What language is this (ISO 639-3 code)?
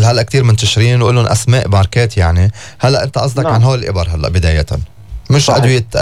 apc